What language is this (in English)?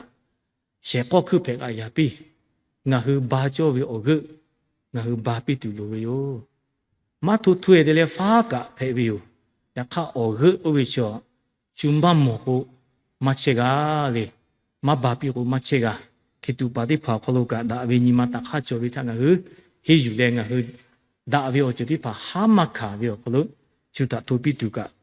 Lahu